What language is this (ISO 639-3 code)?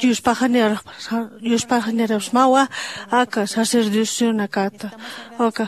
aym